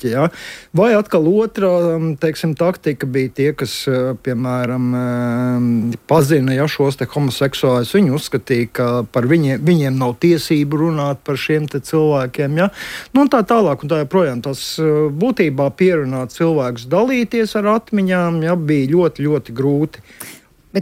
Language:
Latvian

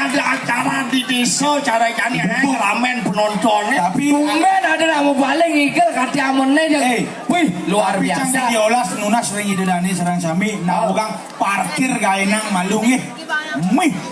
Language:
Balinese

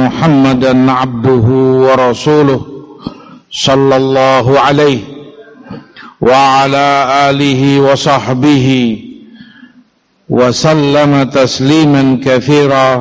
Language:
Indonesian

